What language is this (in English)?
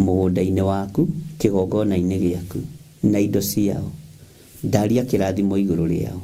Kikuyu